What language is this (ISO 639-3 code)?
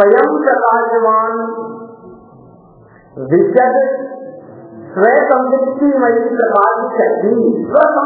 hin